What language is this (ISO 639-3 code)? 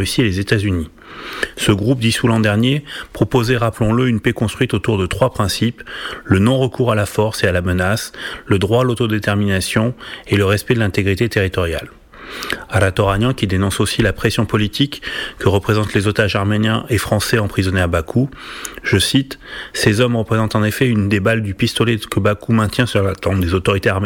fra